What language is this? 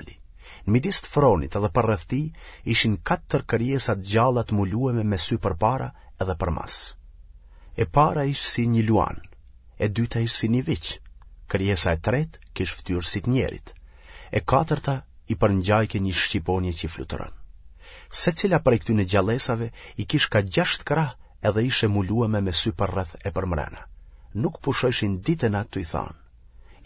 Albanian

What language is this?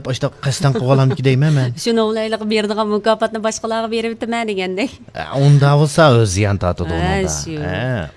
Uyghur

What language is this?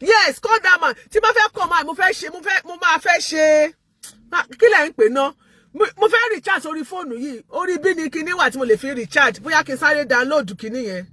Yoruba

